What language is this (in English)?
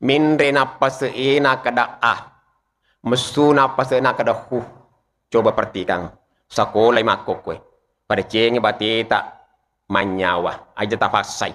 Buginese